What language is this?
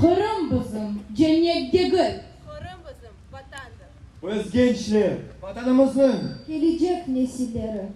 Crimean Tatar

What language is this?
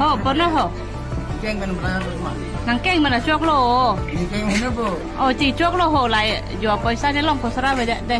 Karbi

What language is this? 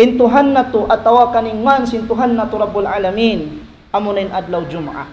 Tausug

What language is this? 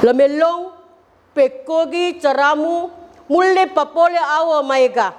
Buginese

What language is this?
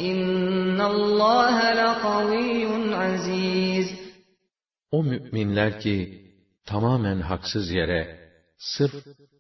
Turkish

